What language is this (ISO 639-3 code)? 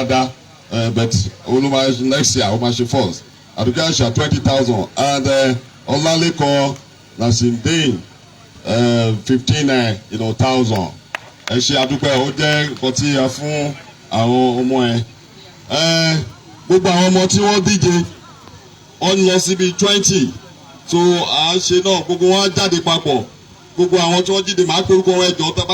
yor